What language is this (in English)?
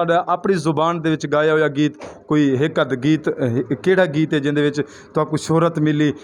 Saraiki